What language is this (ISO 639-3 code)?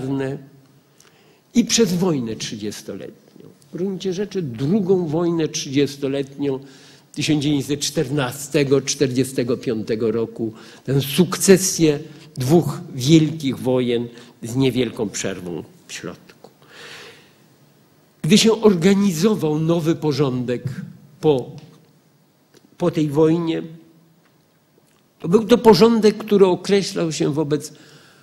pol